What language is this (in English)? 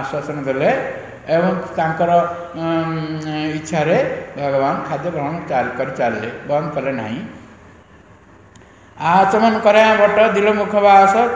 Odia